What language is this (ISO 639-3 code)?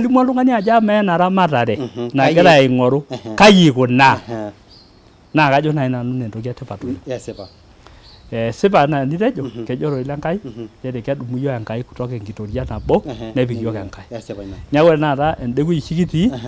mas